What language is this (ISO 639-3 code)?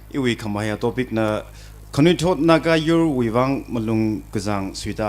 nmf